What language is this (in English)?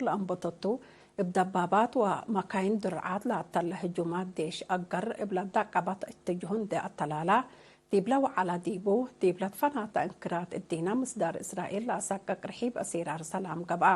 Tigre